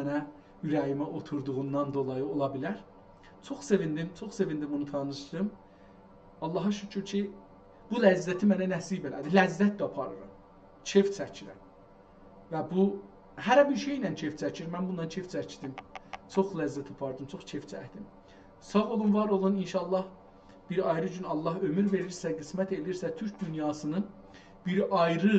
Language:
South Azerbaijani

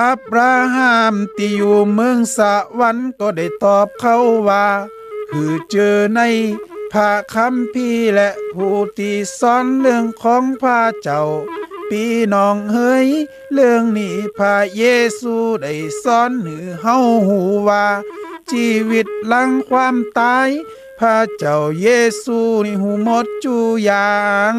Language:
Lü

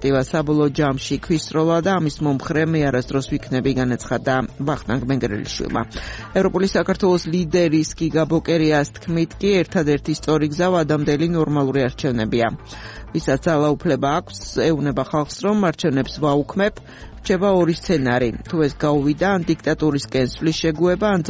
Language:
Georgian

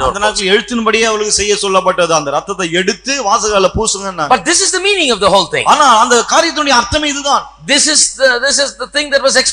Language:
Tamil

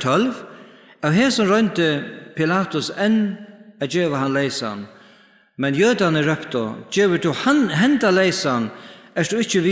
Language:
Faroese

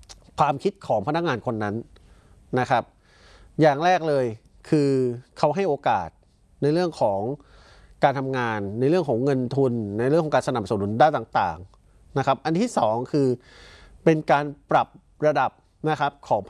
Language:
Thai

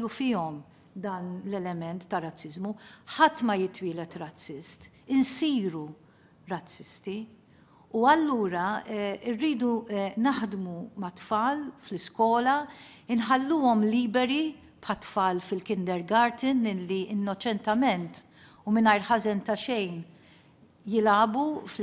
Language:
Maltese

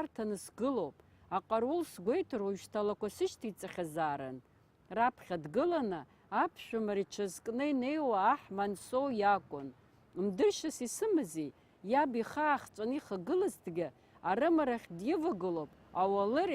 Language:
Abkhazian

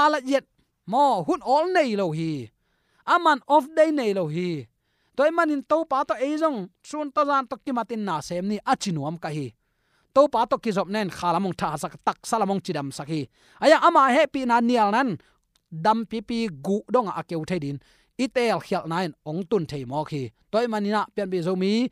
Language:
Tedim Chin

